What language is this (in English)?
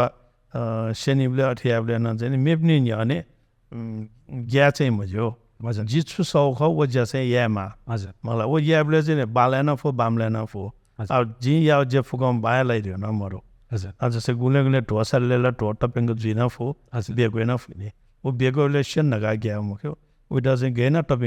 Newari